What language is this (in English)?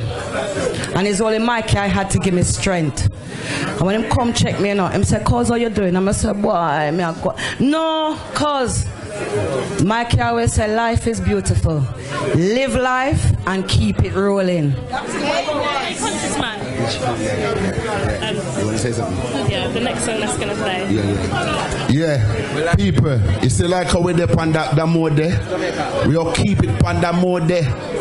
Jamaican Creole English